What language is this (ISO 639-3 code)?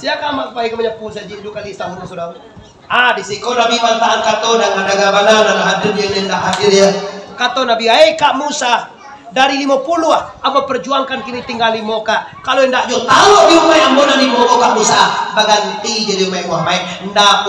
min